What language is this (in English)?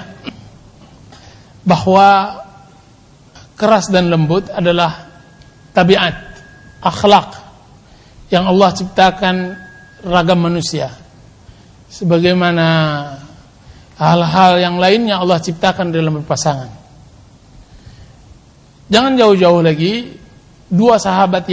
Indonesian